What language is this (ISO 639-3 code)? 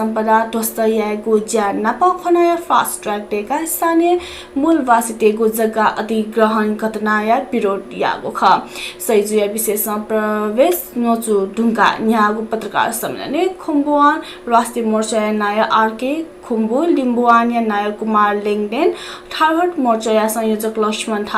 new